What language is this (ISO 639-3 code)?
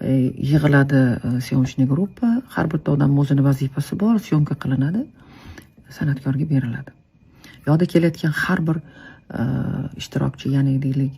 uzb